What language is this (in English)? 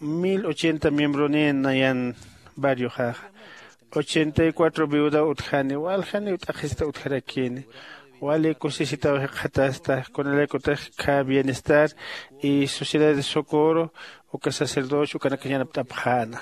Aymara